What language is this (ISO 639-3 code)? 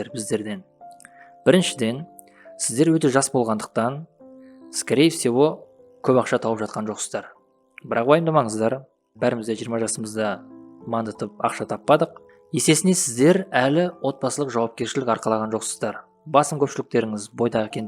kaz